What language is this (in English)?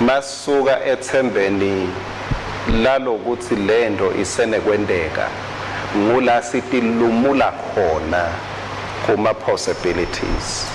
Swati